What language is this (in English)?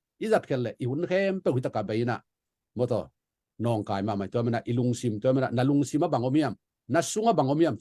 Tedim Chin